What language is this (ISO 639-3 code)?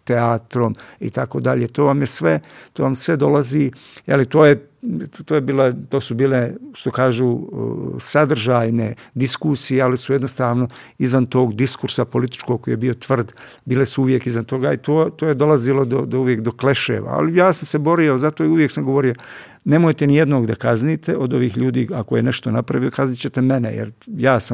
srp